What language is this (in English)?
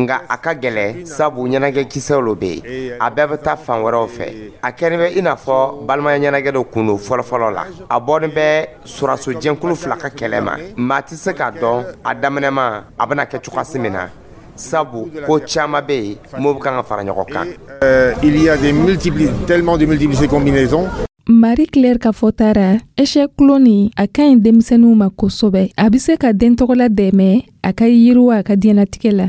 Dyula